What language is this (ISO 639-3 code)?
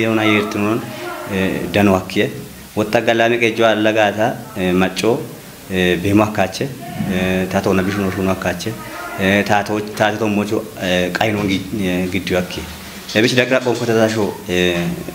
kbr